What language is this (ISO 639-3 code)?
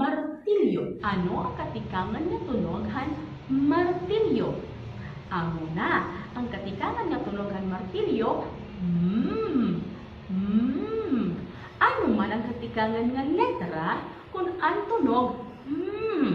war